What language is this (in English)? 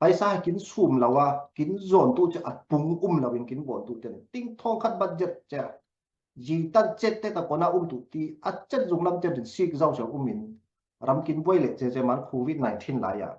Falam Chin